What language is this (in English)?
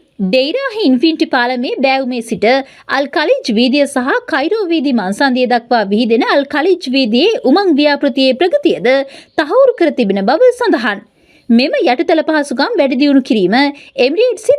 Sinhala